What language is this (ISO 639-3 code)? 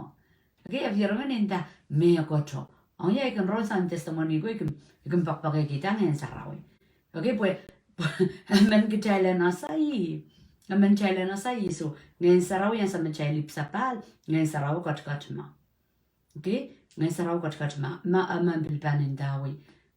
pon